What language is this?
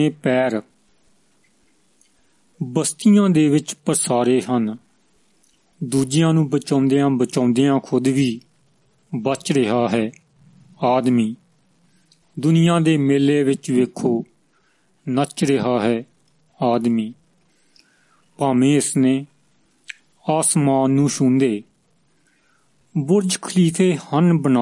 Punjabi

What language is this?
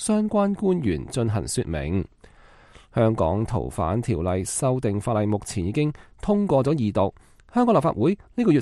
Cantonese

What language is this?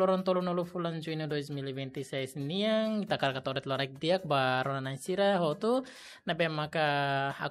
Tetum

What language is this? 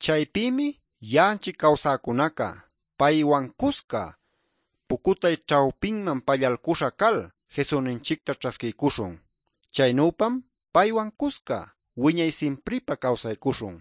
Ayacucho Quechua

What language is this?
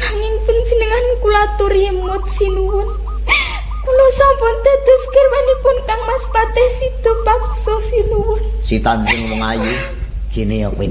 Javanese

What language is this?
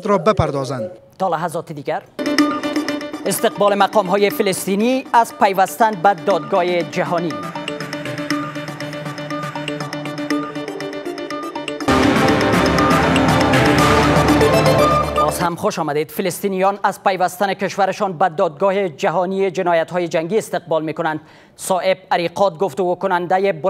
Persian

